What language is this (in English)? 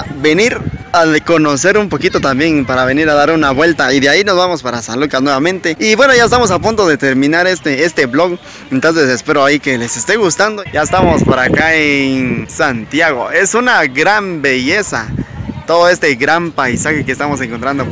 Spanish